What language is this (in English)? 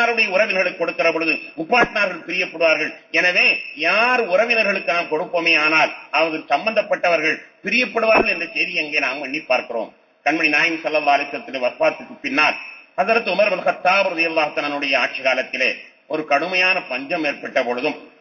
Tamil